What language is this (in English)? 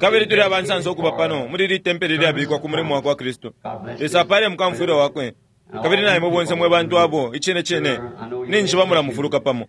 Bemba